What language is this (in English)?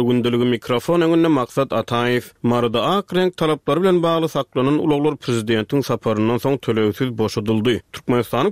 Turkmen